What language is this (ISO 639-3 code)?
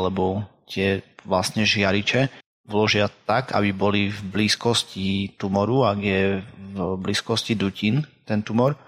slk